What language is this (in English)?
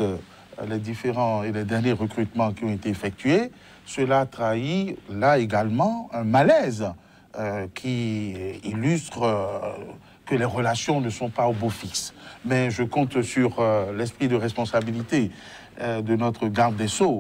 French